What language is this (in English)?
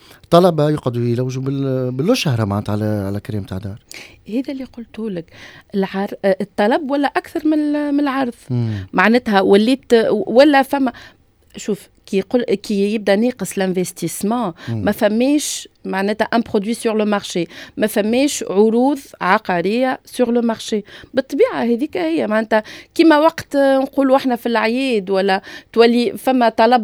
Tunisian Arabic